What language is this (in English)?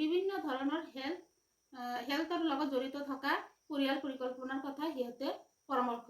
Assamese